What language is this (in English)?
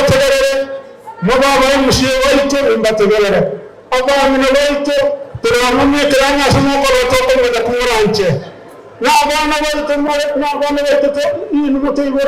Gusii